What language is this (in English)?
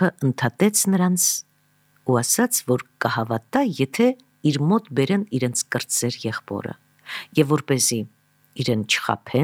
Armenian